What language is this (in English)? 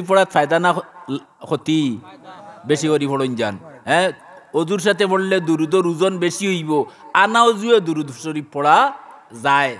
Sylheti